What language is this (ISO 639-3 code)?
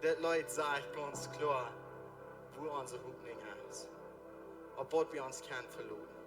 pdt